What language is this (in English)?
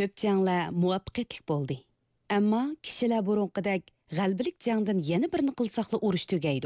Uyghur